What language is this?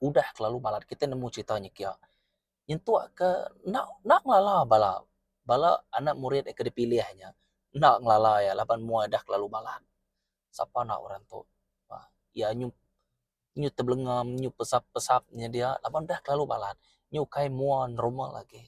Iban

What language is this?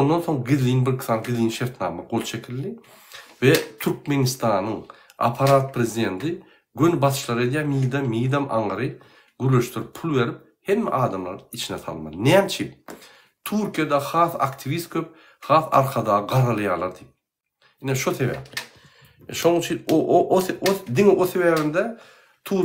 Turkmen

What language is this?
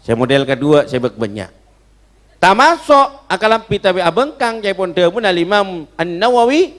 Madurese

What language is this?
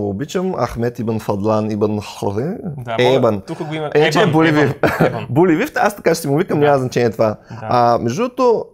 Bulgarian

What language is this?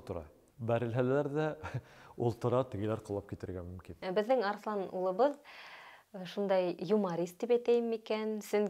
Bashkir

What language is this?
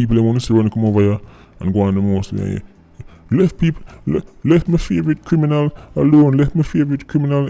Jamaican Creole English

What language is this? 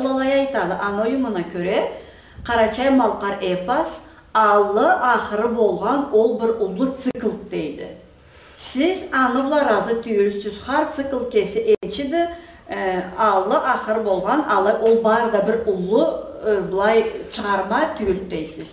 Karachay-Balkar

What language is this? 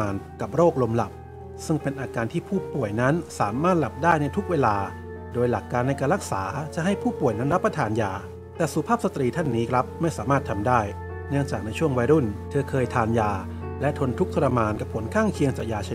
Thai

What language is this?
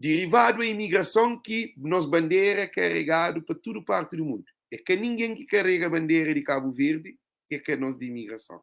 Kabuverdianu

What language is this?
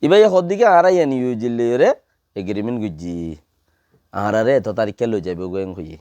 Rohingya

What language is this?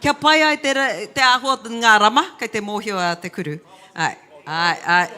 Māori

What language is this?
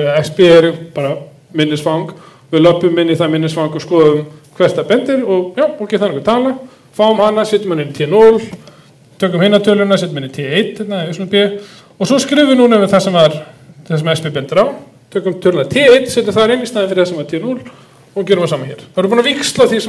Icelandic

